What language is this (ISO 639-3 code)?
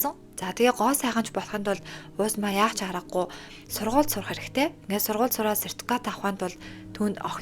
mon